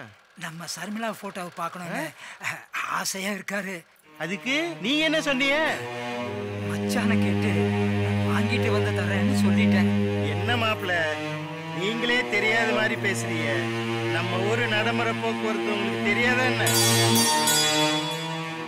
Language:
Tamil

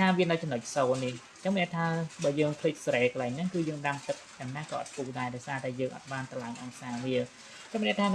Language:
Khmer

